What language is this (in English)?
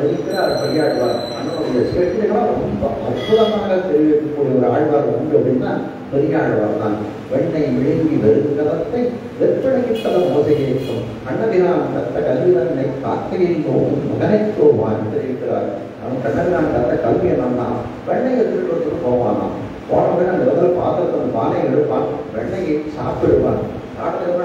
Tamil